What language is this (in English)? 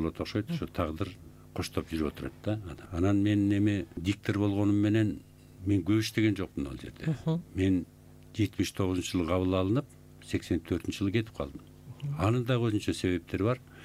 Kyrgyz